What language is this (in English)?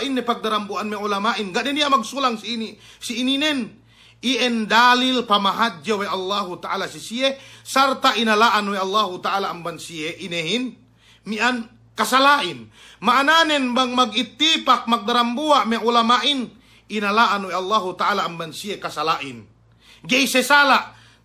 Yakan